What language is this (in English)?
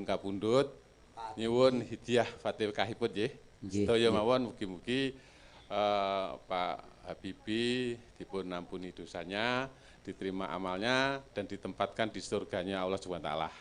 Javanese